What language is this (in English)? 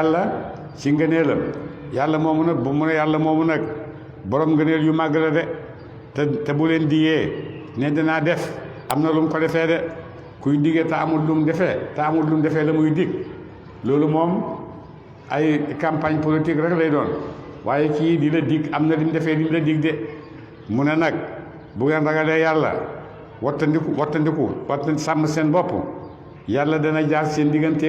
Wolof